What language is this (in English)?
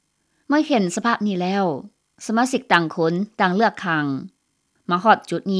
Lao